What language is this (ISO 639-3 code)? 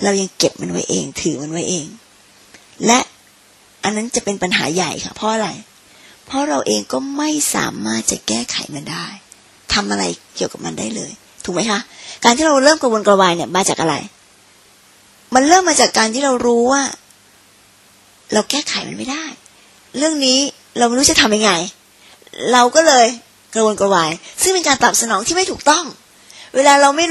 tha